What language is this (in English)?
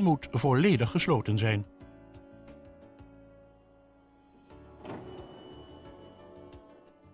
Dutch